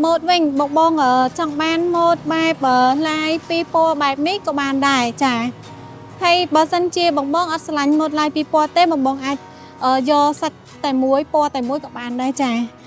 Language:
Khmer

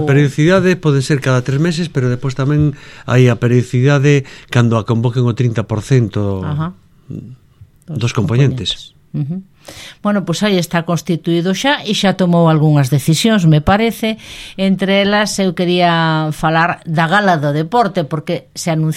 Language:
Galician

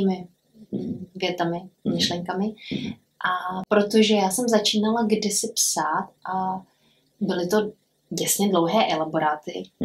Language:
Czech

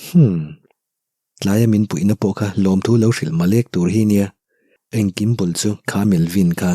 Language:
Mizo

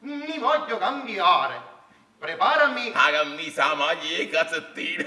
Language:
Neapolitan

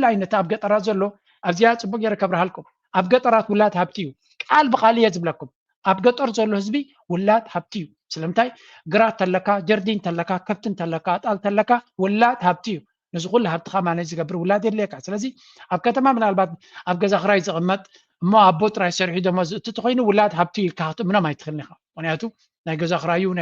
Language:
Tigrinya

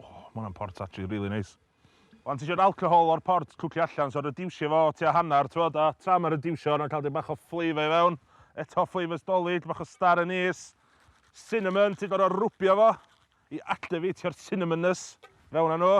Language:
Welsh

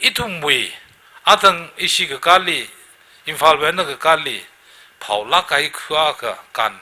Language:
Tangkhul Naga (India)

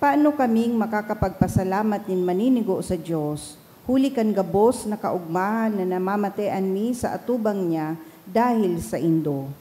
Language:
Bikol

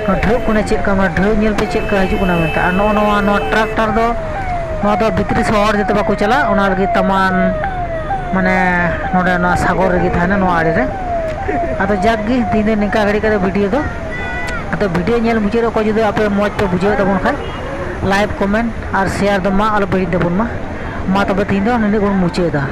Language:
Santali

